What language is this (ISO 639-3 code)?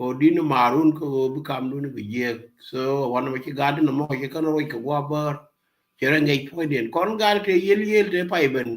nus